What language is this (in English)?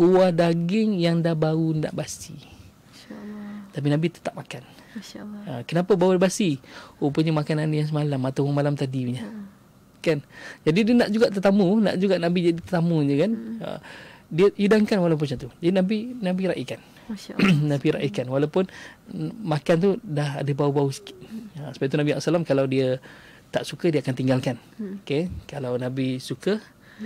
Malay